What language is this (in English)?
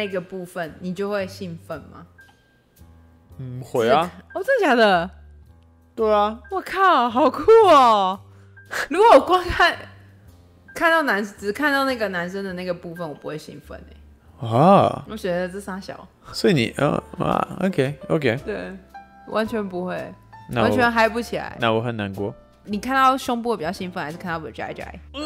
Chinese